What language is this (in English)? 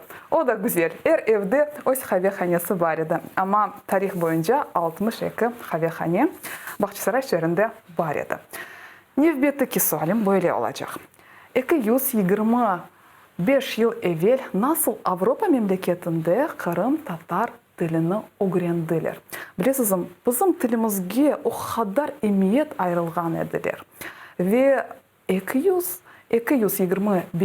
Crimean Tatar